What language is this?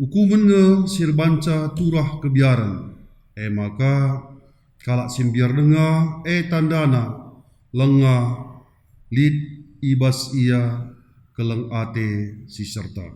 Batak Karo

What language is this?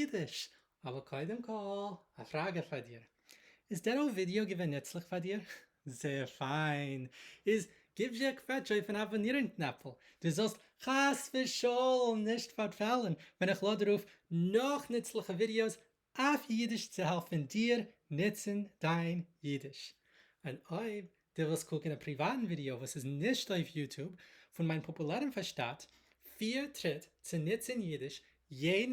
Yiddish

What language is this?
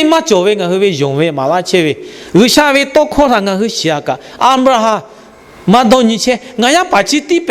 Lahu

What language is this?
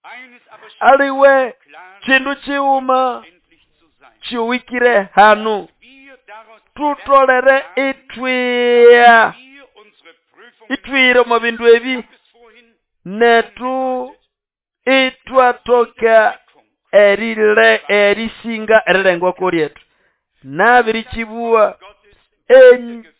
Nande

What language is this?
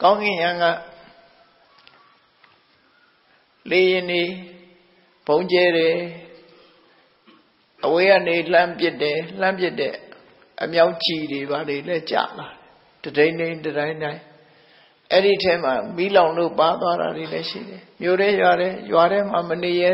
Burmese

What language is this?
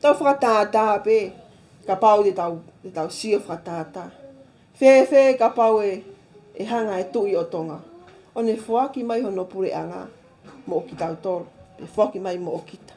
Tongan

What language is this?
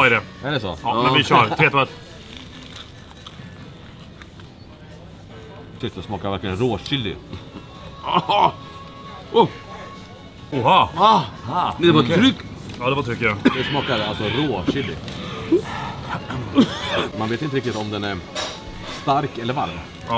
Swedish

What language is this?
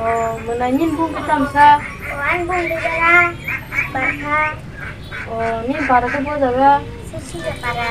Kok Borok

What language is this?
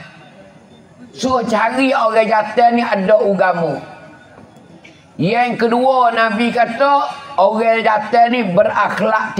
Pattani Malay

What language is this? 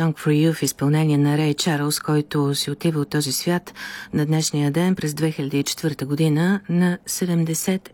Bulgarian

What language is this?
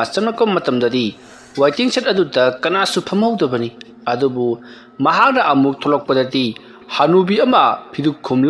Manipuri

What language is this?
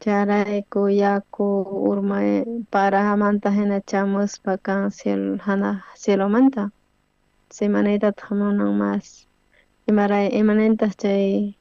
South Bolivian Quechua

